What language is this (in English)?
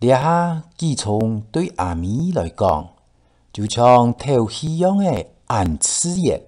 Hakka Chinese